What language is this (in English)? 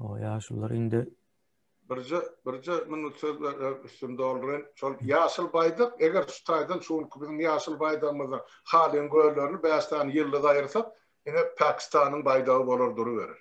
Turkmen